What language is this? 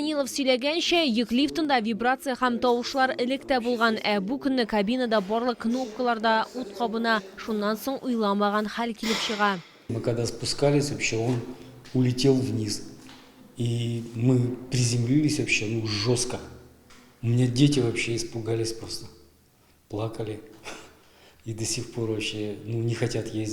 Tatar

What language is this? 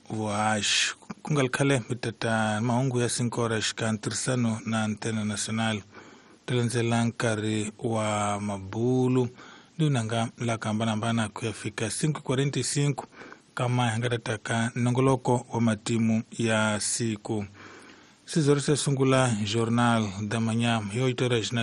Tsonga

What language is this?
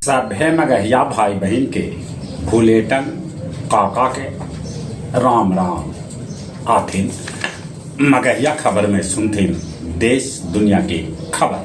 Magahi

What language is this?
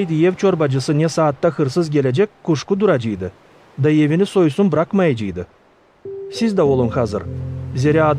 Gagauz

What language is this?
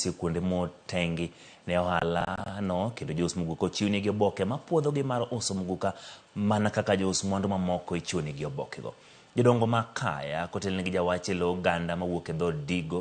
Luo (Kenya and Tanzania)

